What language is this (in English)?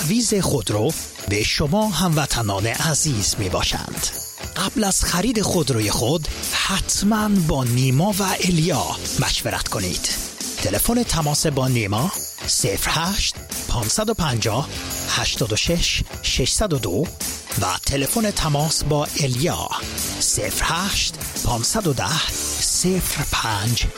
Persian